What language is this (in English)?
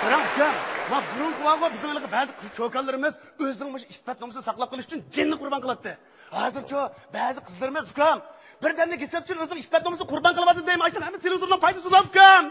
Uyghur